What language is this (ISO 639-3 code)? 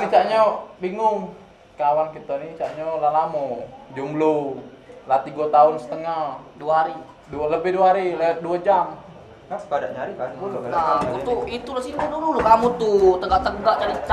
mui